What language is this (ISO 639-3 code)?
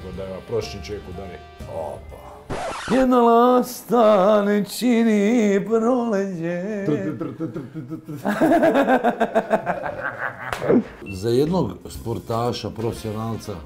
hrv